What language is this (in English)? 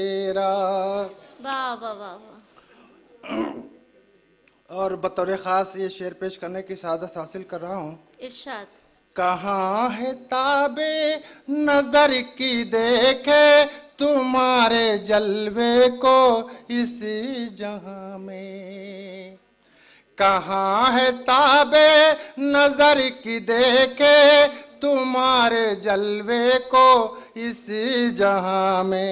Urdu